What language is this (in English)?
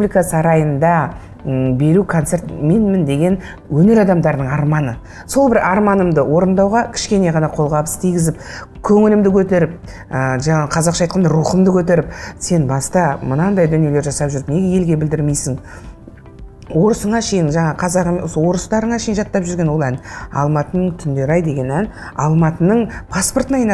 Kazakh